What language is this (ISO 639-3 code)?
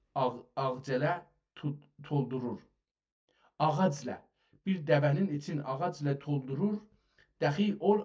azb